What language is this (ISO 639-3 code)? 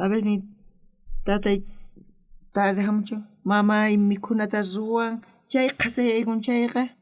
quh